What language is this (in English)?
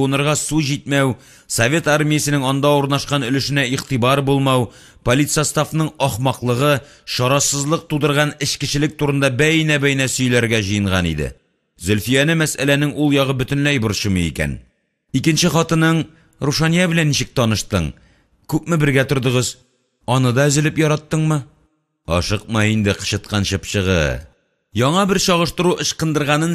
Tatar